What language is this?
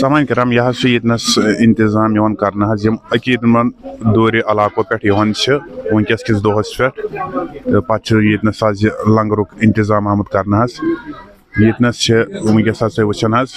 Kashmiri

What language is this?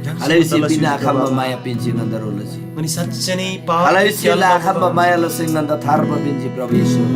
Eastern Tamang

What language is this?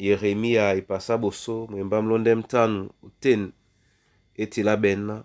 Duala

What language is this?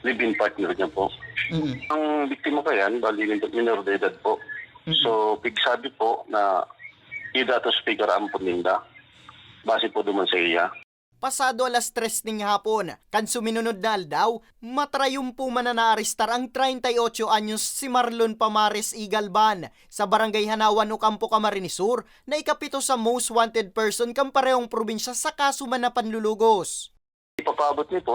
Bikol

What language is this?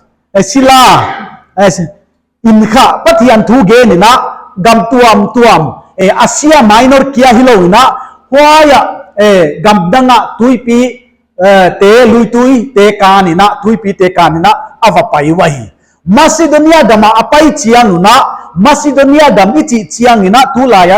Paite Chin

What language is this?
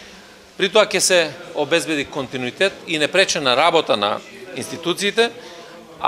Macedonian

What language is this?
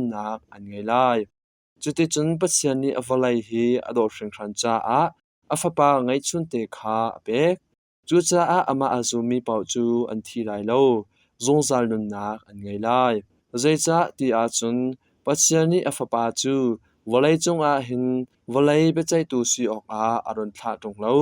Hakha Chin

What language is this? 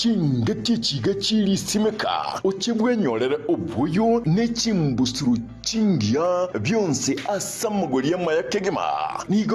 Gusii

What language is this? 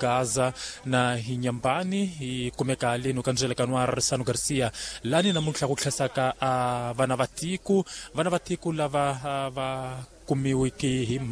Tsonga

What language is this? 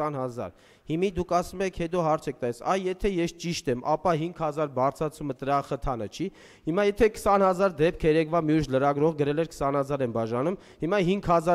Armenian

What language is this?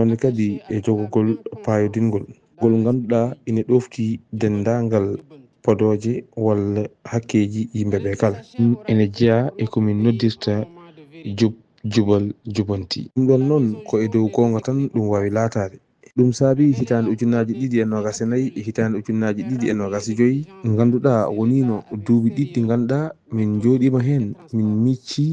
Fula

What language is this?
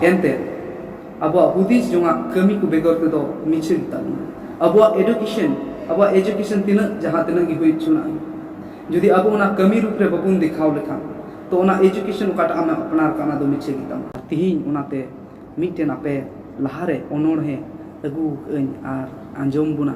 Santali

